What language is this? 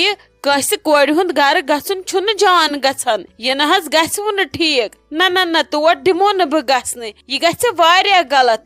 Kashmiri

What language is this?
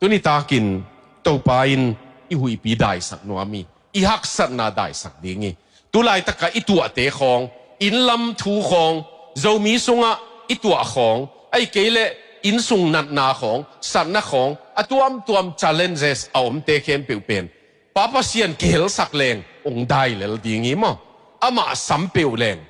Tedim Chin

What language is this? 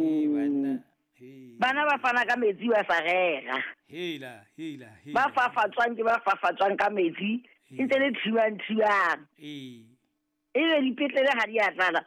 Southern Sotho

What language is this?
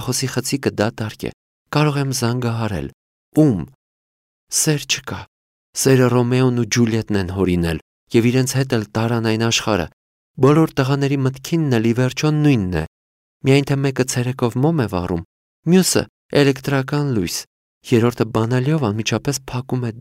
Armenian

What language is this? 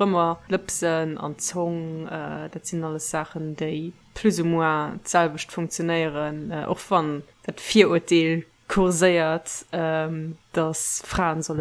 Luxembourgish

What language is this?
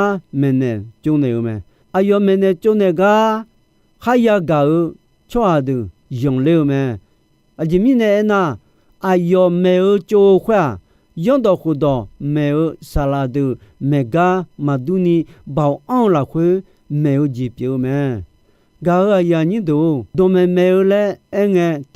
Akha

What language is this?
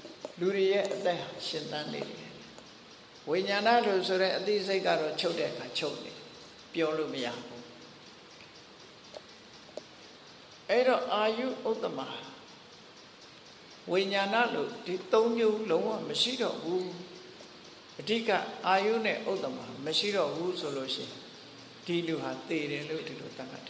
Burmese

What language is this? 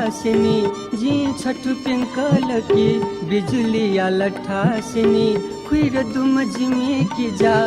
Newari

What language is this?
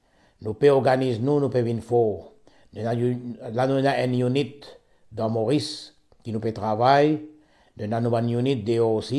Morisyen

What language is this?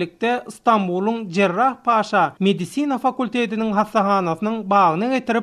Turkmen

